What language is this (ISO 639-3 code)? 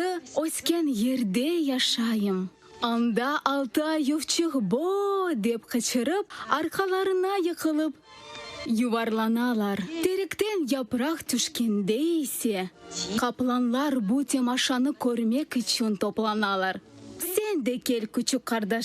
crh